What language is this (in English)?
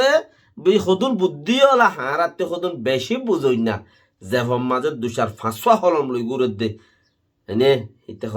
Rohingya